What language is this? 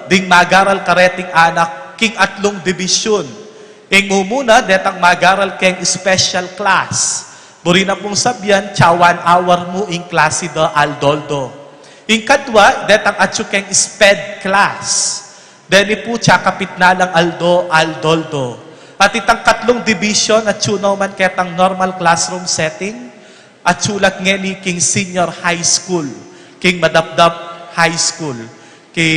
Pampanga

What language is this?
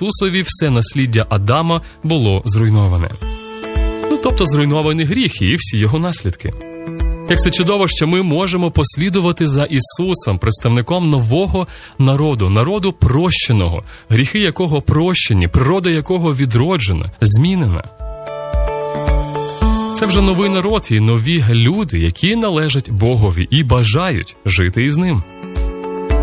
Ukrainian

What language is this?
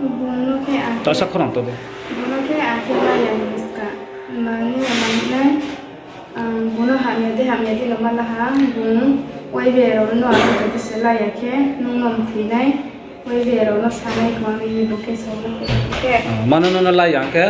Riang (India)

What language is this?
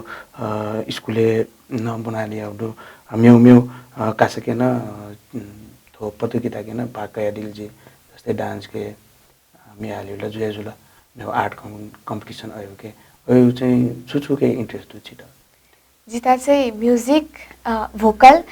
Newari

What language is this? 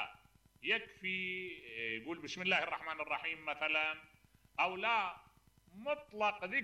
Mesopotamian Arabic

